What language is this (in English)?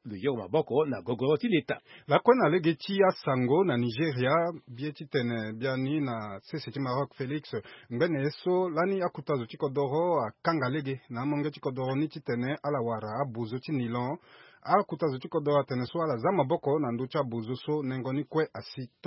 Sango